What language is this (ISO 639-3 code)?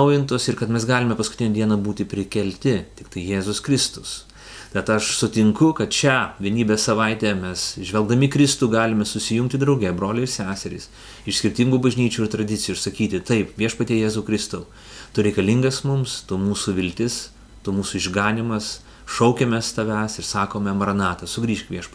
lit